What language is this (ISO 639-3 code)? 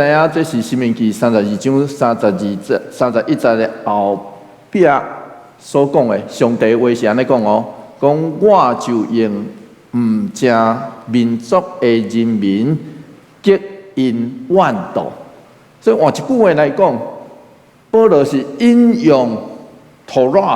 nan